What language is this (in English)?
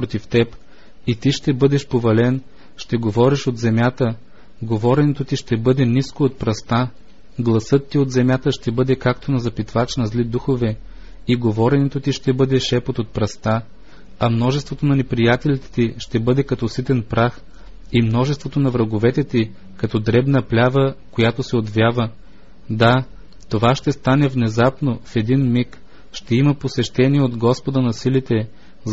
Bulgarian